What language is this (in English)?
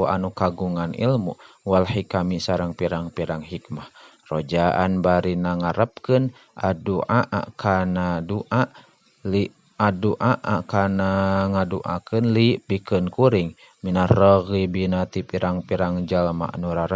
Sundanese